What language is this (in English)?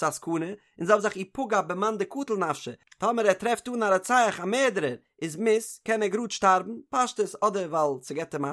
Yiddish